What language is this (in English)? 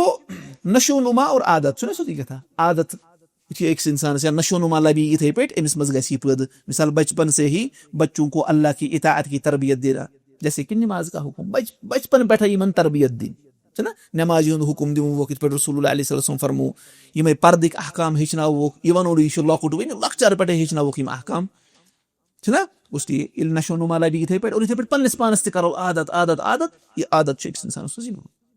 Kashmiri